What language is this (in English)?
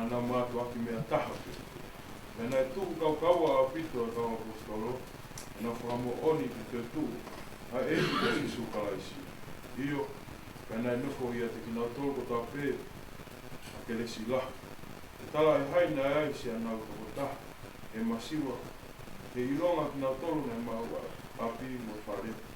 Tongan